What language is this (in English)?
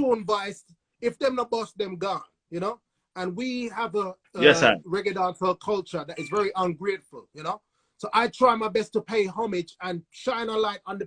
Jamaican Creole English